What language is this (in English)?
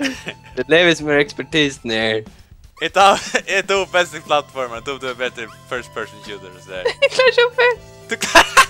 Faroese